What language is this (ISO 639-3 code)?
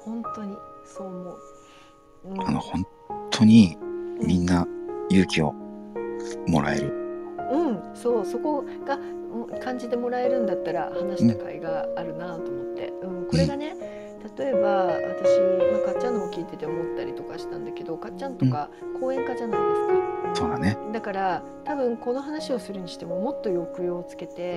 jpn